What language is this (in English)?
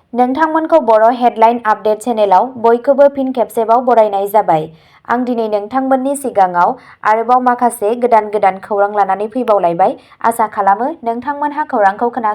Bodo